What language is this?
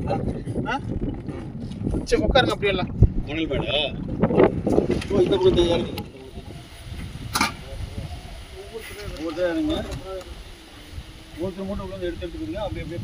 Tamil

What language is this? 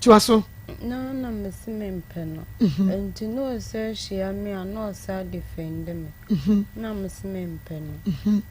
Akan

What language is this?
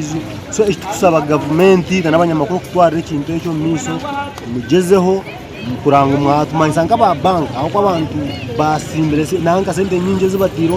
Nyankole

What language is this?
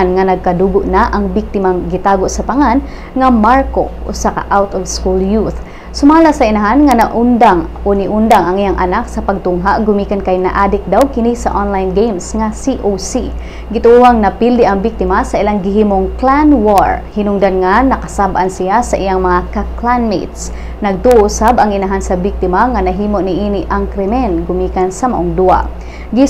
Cebuano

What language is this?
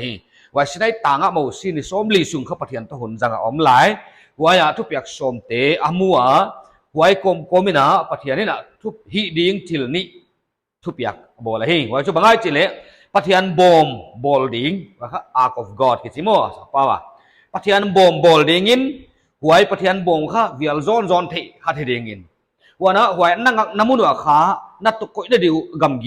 Paite Chin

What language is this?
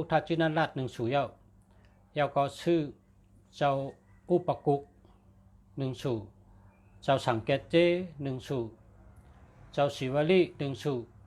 Shan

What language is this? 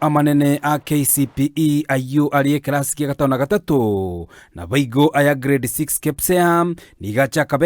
Gusii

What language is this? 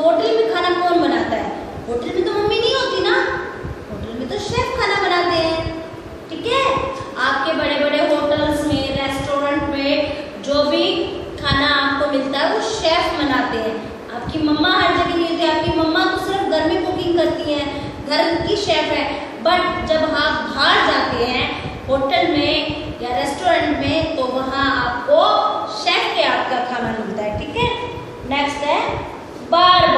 Hindi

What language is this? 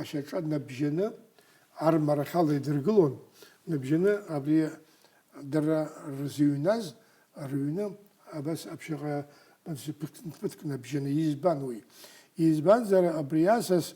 Abkhazian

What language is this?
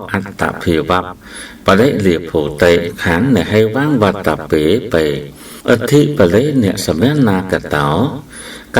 Khmer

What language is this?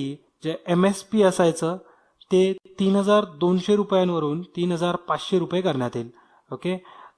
Marathi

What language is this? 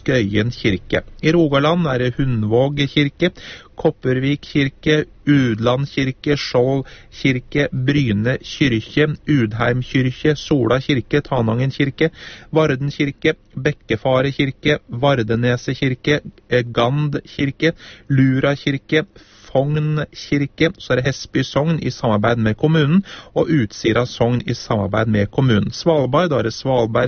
Norwegian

